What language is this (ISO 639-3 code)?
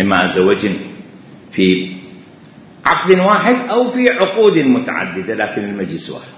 acm